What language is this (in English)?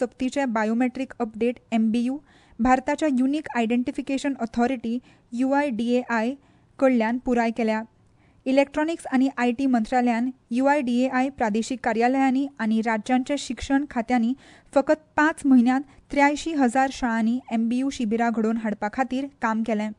Konkani